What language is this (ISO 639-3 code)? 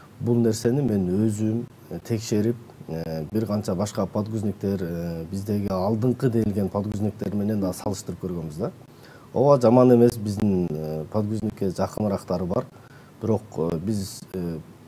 kir